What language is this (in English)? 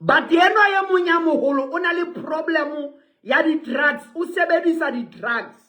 Southern Sotho